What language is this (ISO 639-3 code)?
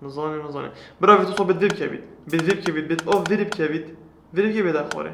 kur